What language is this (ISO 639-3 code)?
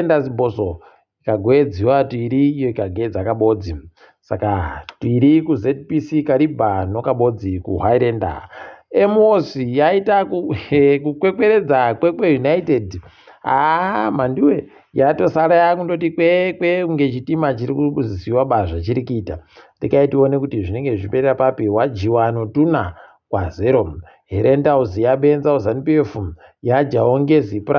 ndc